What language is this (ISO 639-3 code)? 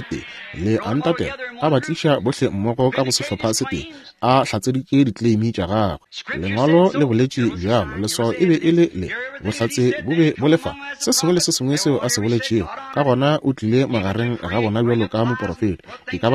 nso